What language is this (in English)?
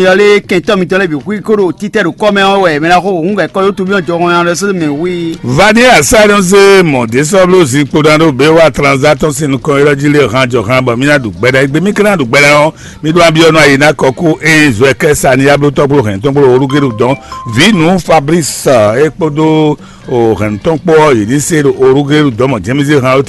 Fon